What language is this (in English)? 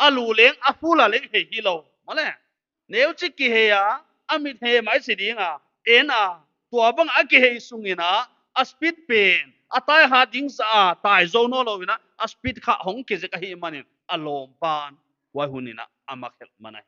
Paite Chin